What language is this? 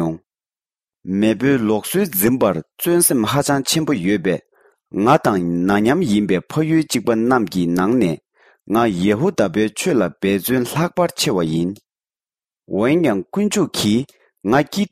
Tibetan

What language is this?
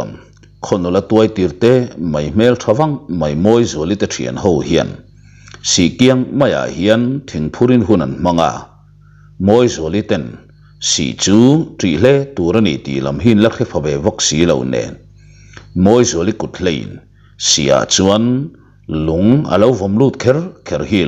Mizo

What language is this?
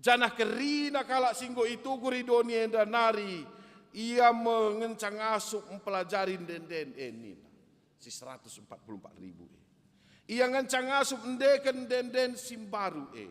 Batak Karo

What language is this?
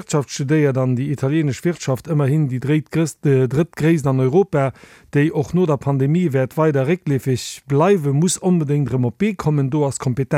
Luxembourgish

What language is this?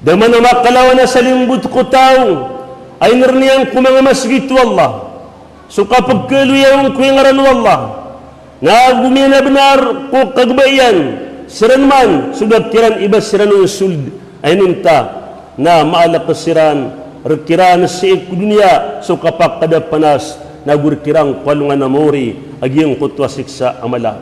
Maranao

